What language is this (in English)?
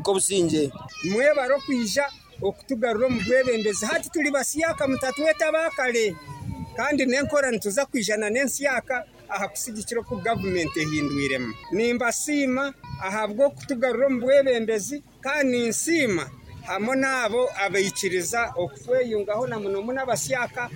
Nyoro